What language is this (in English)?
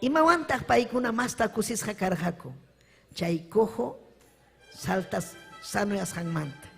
Ayacucho Quechua